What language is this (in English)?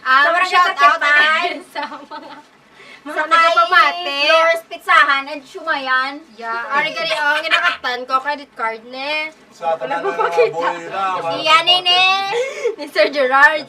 Hiligaynon